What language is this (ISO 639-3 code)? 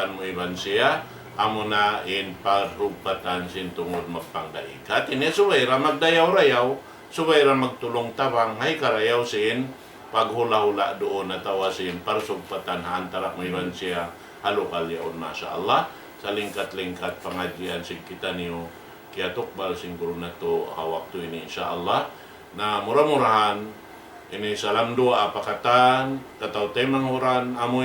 tsg